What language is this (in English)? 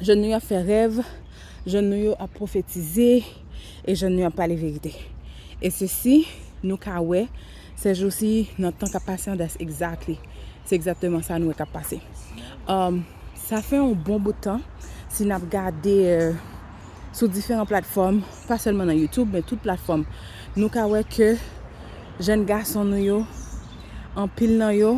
Haitian Creole